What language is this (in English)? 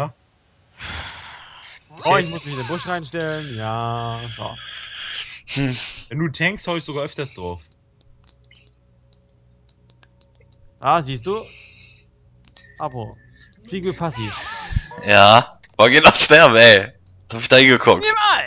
German